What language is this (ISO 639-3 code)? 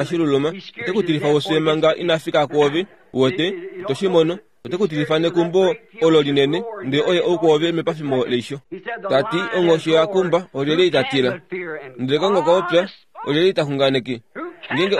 kua